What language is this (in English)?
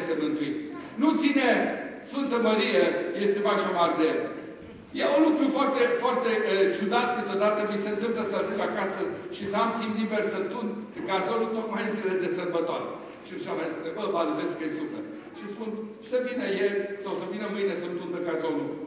Romanian